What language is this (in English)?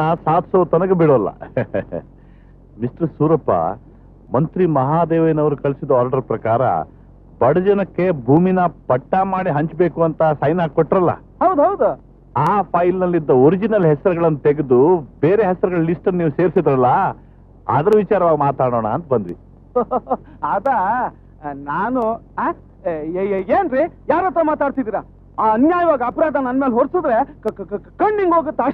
Kannada